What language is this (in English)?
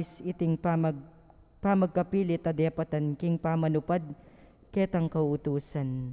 Pampanga